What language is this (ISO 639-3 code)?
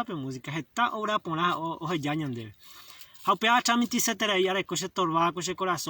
grn